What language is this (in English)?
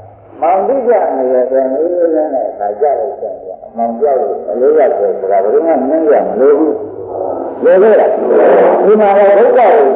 Burmese